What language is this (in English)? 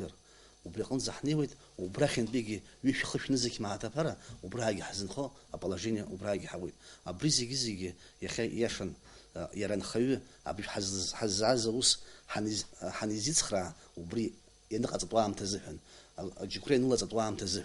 Abkhazian